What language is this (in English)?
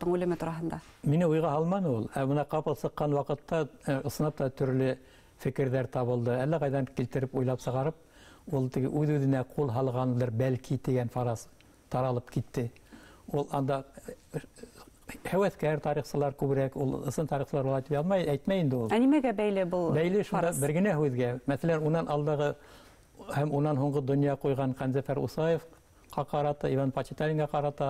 Bashkir